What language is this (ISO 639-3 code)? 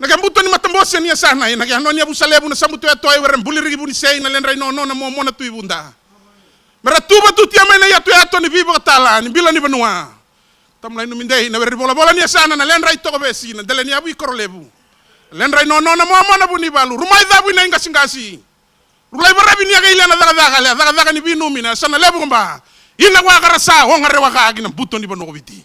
fij